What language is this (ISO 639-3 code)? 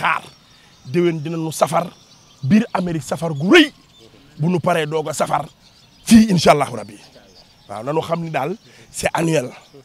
wol